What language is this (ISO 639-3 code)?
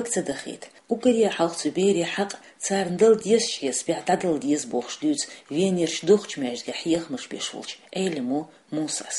che